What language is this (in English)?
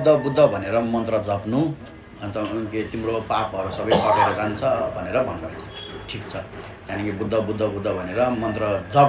Nepali